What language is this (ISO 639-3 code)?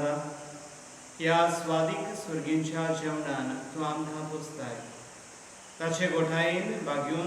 kok